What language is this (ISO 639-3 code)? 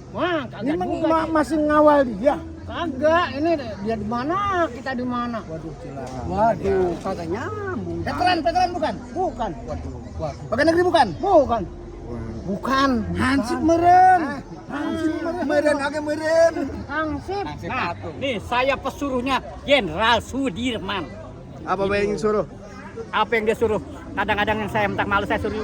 bew